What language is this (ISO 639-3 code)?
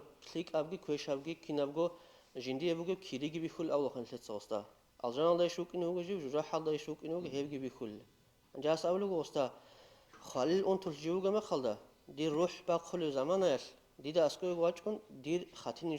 ava